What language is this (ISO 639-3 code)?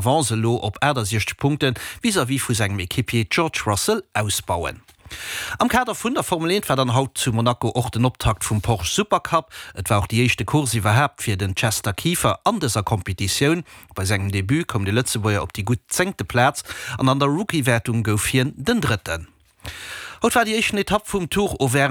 ltz